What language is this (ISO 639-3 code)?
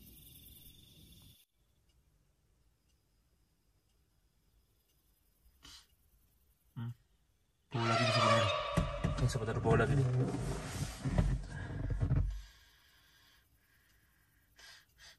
ind